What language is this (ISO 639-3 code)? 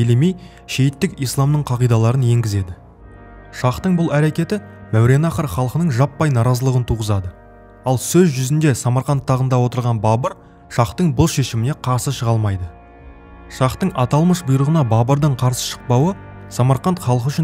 kaz